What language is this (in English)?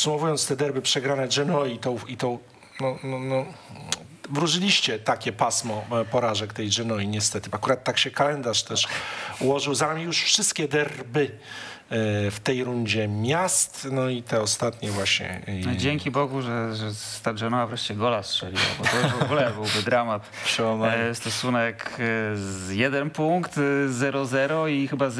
Polish